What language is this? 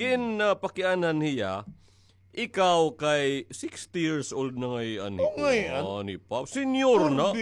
Waray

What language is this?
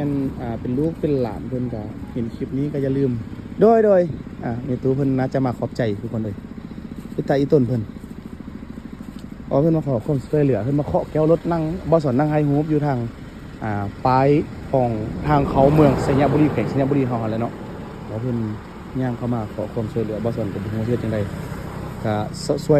Lao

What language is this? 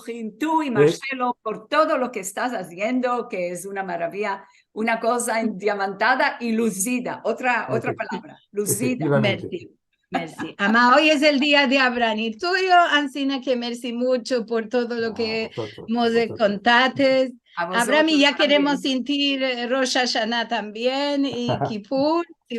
Ladino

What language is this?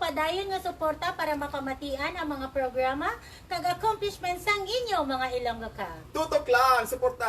Hiligaynon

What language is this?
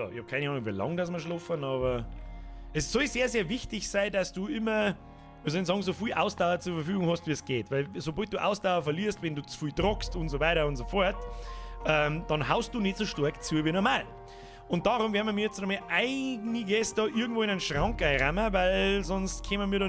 Bavarian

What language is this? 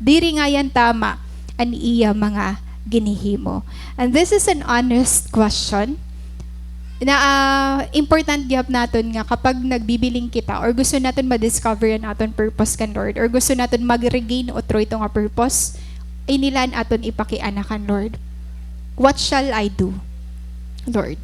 Waray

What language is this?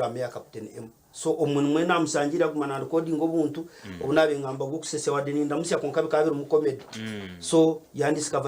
Nyankole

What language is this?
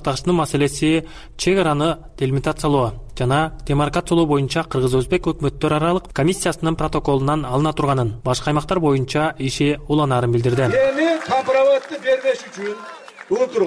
Kyrgyz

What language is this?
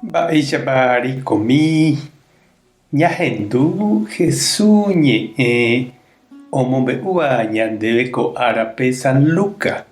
Guarani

